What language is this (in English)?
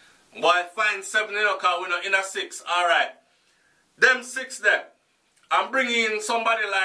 Jamaican Creole English